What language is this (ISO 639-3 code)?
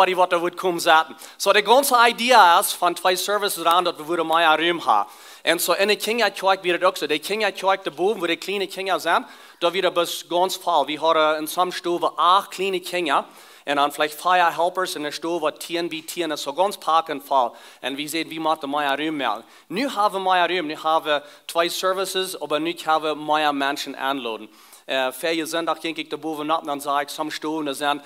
pdt